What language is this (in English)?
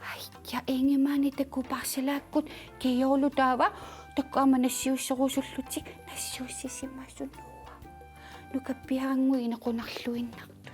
Kalaallisut